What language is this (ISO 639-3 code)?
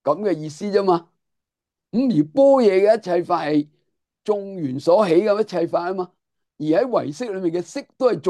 yue